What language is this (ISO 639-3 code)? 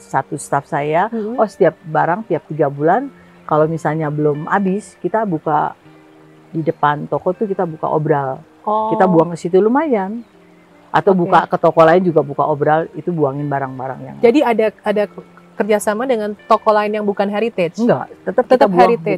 ind